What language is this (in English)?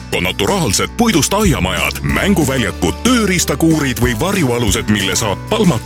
Estonian